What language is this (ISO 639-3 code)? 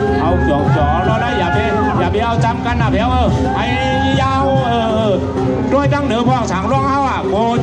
shn